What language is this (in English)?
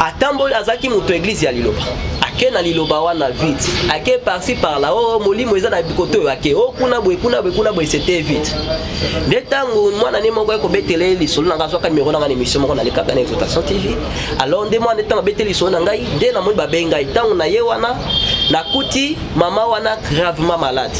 Lingala